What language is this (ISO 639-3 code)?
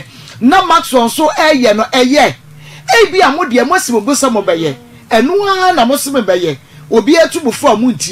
aka